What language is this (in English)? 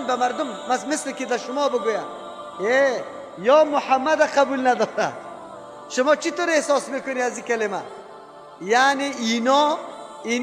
Persian